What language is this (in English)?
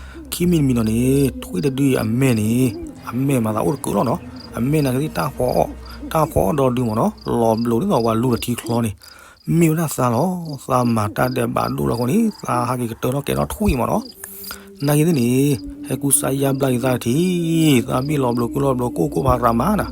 S'gaw Karen